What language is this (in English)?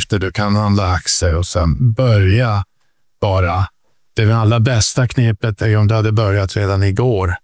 Swedish